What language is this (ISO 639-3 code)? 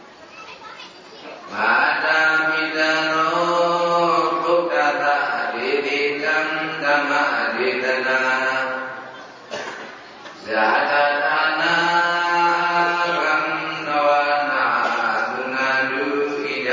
mya